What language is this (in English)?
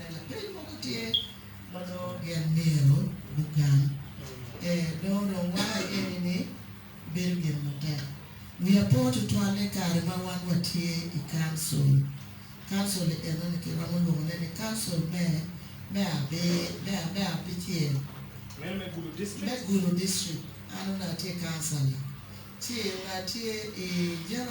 Acoli